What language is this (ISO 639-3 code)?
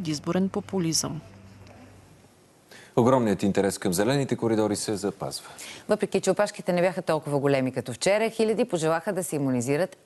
bul